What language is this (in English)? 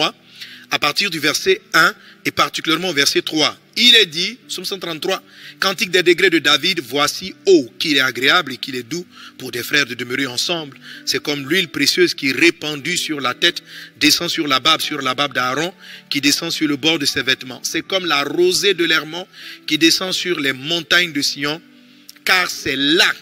French